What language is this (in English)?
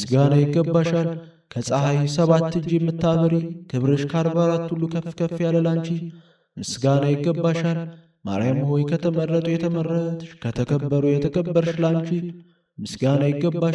Amharic